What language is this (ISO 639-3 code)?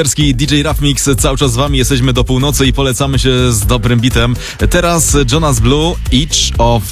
pol